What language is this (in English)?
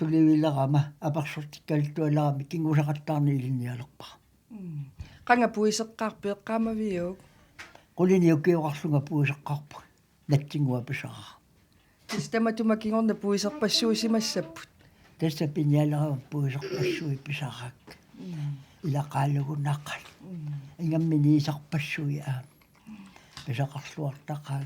Kalaallisut